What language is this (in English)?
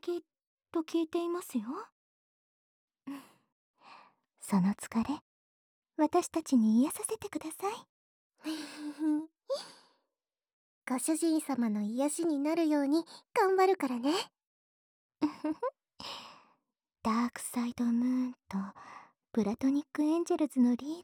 Japanese